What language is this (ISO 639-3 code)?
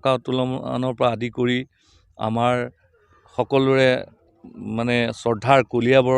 asm